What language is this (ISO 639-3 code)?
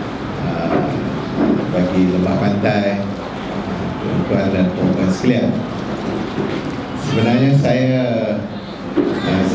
msa